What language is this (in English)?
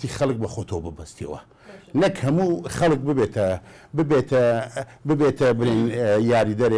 Central Kurdish